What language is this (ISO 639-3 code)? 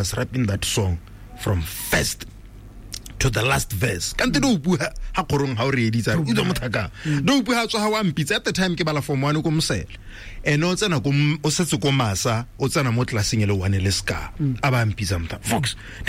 tsn